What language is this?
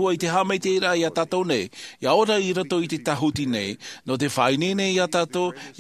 Tahitian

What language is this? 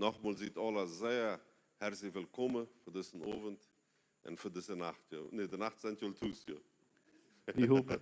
Plautdietsch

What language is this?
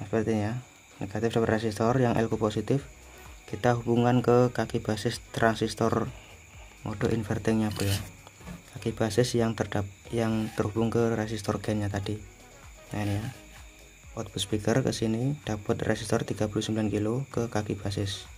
Indonesian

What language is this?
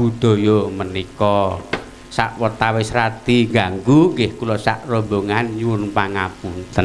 Javanese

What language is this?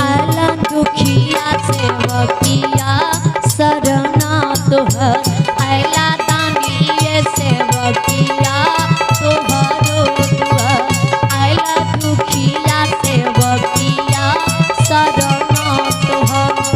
Maithili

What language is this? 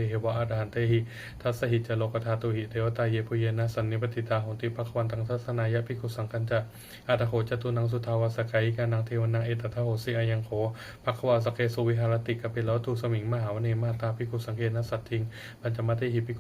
Pali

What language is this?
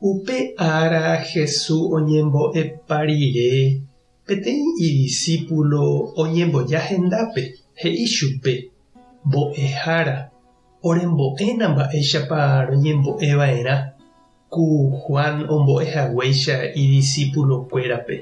Guarani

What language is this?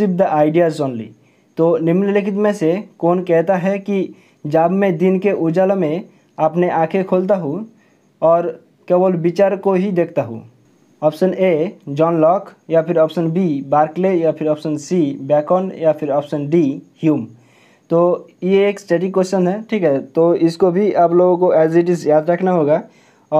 Hindi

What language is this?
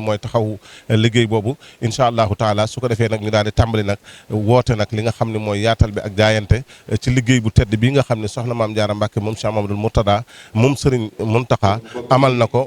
Wolof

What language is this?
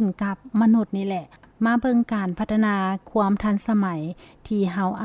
Lao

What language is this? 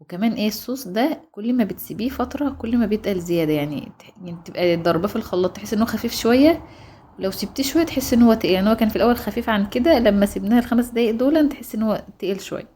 Egyptian Arabic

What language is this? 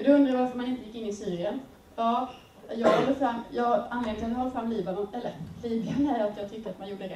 Swedish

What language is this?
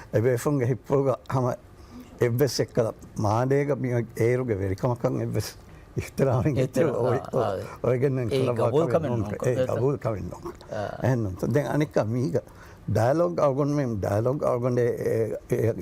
Divehi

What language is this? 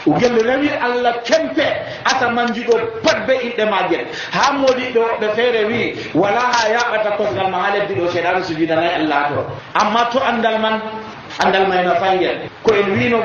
Nigerian Fulfulde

